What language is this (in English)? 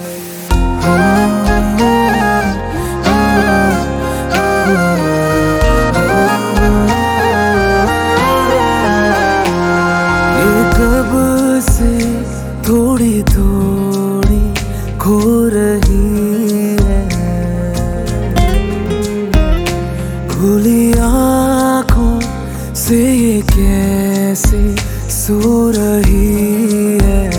Hindi